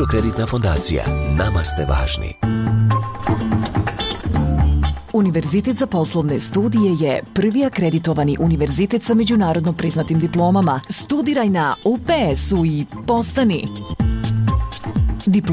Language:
Bosnian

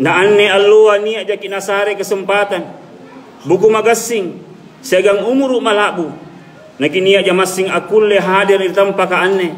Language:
Makasar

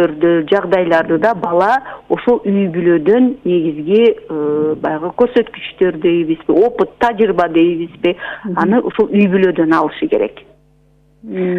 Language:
Kyrgyz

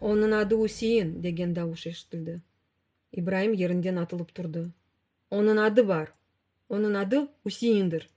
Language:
Crimean Tatar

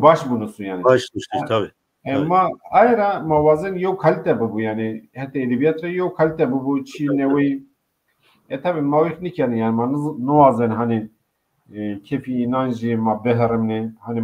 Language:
Zaza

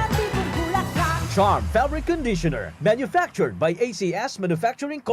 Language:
Bikol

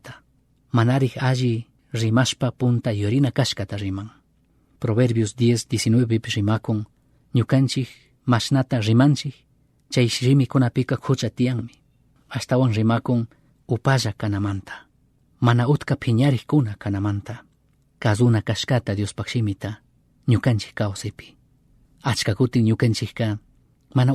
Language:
Chimborazo Highland Quichua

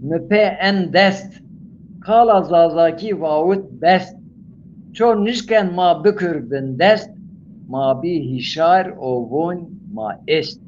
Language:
Zaza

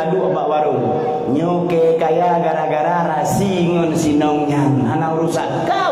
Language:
Achinese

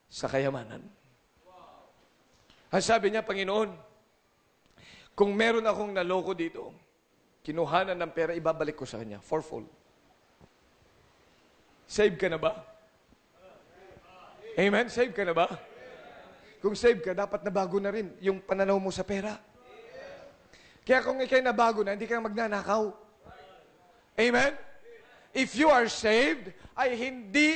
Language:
Filipino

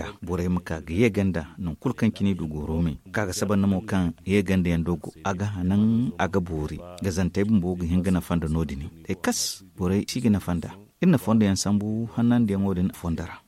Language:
Zarma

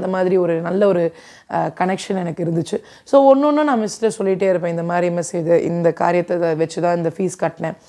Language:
Tamil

